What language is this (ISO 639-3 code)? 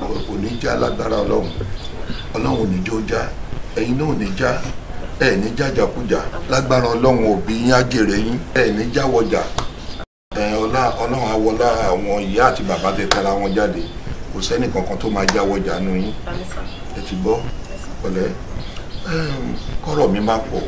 yor